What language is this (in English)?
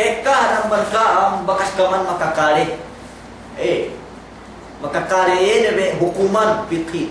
Yakan